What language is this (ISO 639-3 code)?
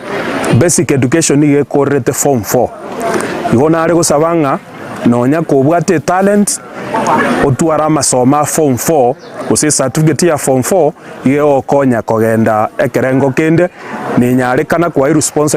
guz